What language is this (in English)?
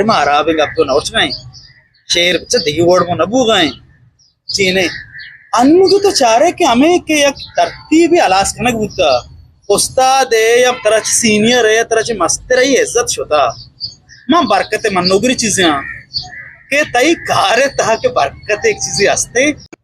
Eastern Balochi